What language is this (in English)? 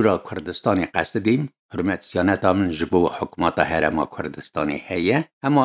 Kurdish